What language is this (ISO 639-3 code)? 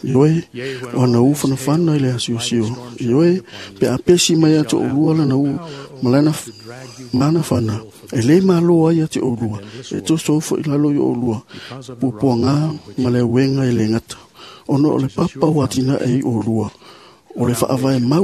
smo